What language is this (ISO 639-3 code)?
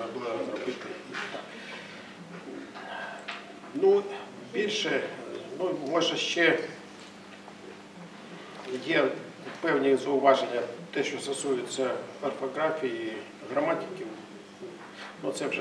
ukr